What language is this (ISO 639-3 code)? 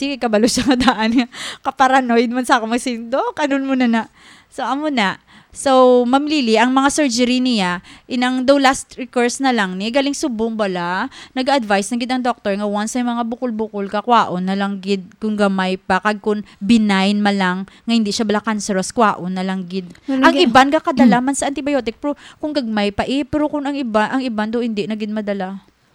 hil